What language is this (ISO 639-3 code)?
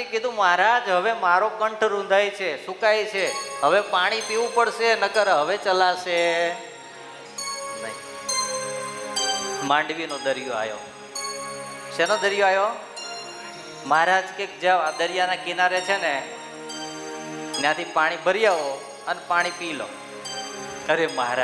guj